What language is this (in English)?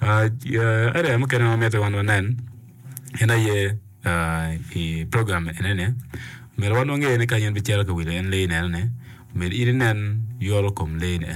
Acoli